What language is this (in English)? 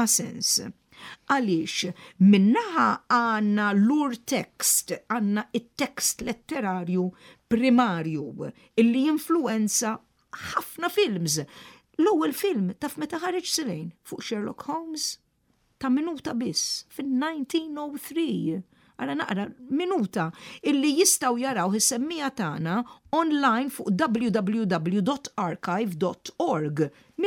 Maltese